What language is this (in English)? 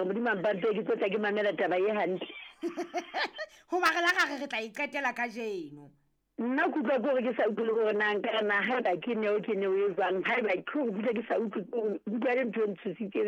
Southern Sotho